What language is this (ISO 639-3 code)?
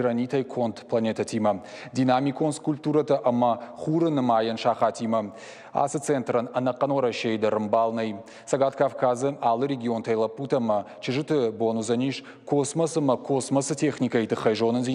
oss